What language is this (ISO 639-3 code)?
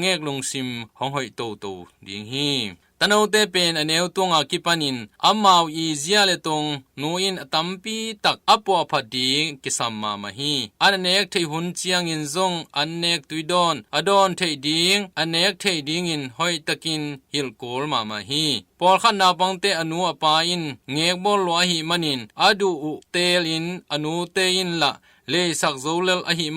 ctd